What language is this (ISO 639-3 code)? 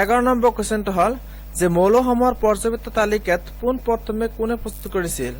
asm